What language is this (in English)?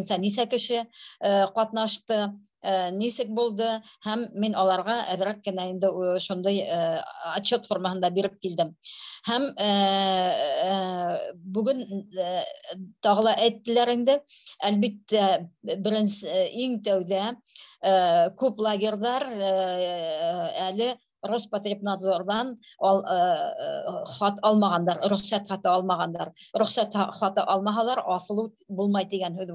Bashkir